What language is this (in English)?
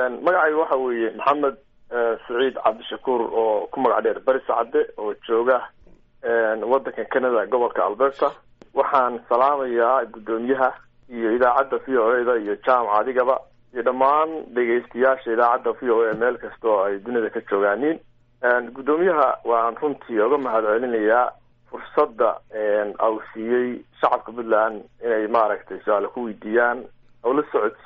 Somali